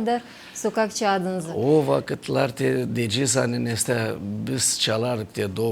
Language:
Gagauz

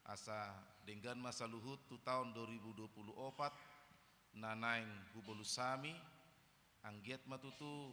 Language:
Batak Toba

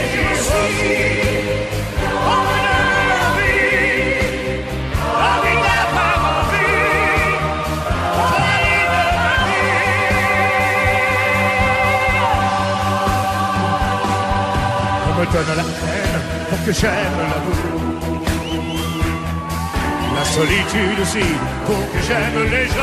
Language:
French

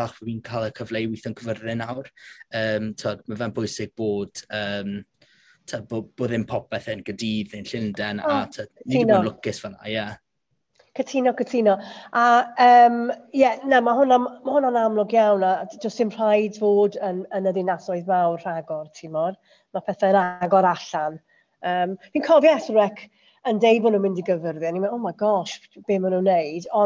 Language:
Welsh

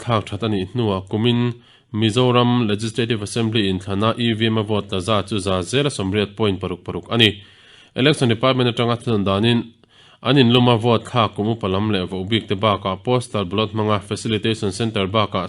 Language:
Mizo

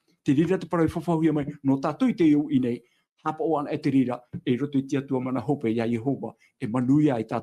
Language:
Tahitian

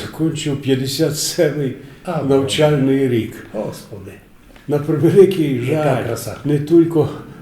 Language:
Rusyn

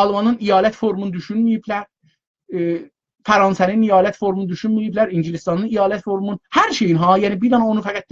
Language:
South Azerbaijani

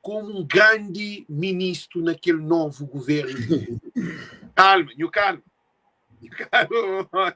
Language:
Kabuverdianu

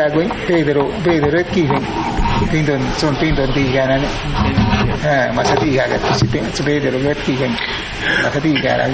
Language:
Awa-Cuaiquer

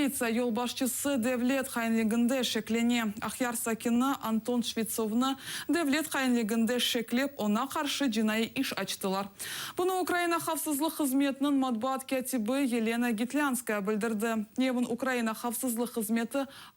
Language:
Crimean Tatar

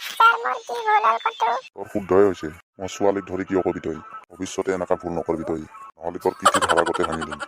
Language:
Assamese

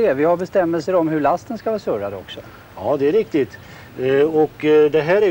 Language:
Swedish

